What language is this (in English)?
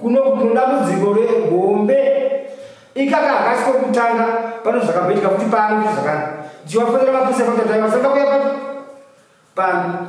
Shona